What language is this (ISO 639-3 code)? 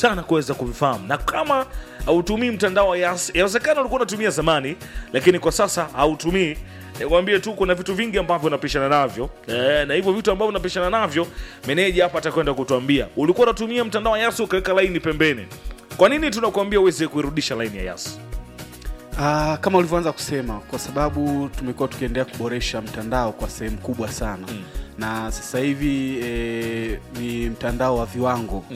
swa